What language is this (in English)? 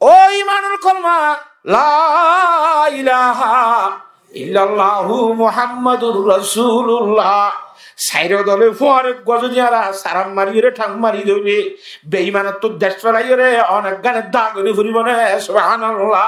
Rohingya